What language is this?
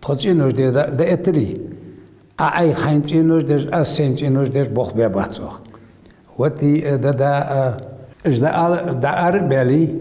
Ingush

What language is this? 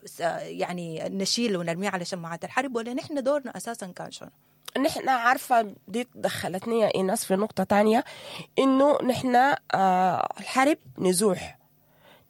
Sudanese Arabic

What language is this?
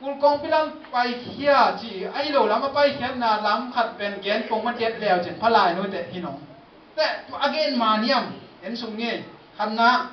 Tedim Chin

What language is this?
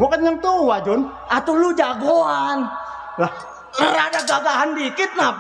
Betawi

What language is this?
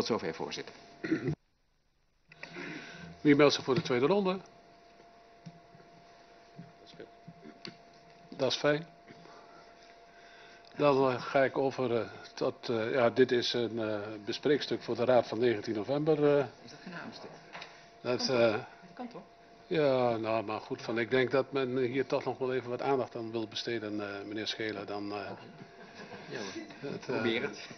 Dutch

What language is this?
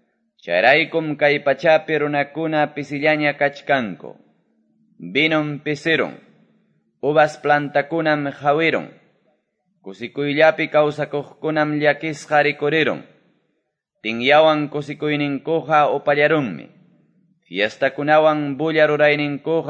Quechua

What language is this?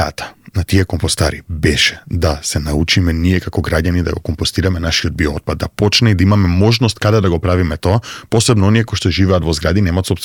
Macedonian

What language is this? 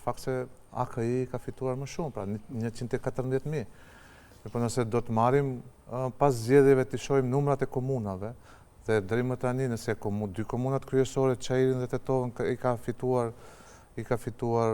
Albanian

